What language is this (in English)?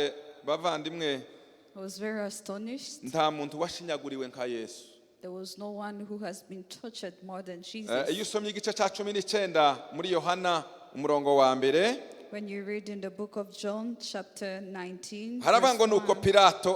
Kinyarwanda